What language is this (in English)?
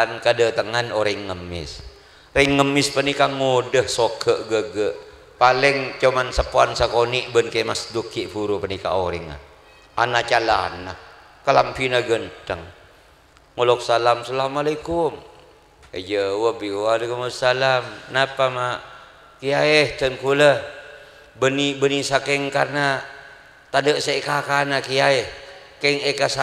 Madurese